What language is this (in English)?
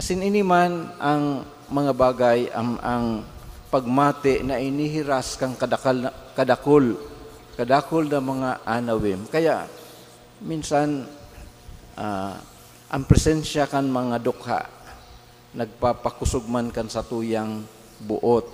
Bikol